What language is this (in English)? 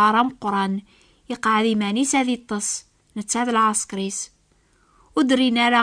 Kabyle